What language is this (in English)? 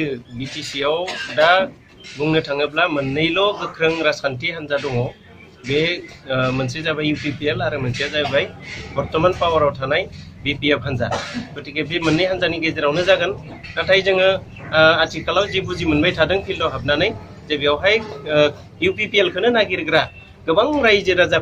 Bodo